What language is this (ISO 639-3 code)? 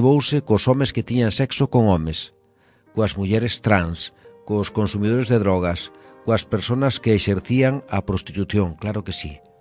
glg